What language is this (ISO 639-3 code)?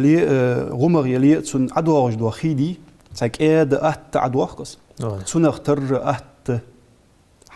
inh